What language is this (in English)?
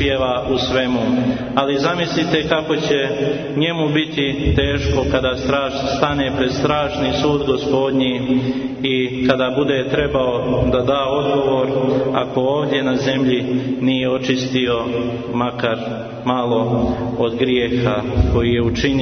Serbian